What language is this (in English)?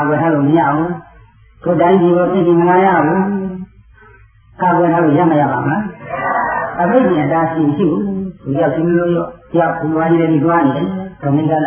Burmese